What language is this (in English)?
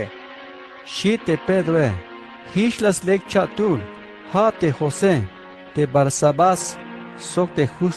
Tzeltal